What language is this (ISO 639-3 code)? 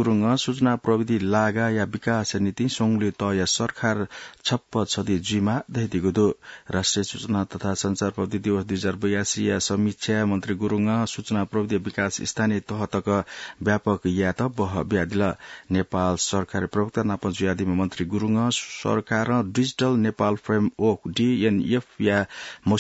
new